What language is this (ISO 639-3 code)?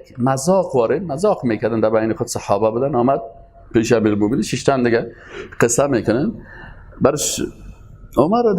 fas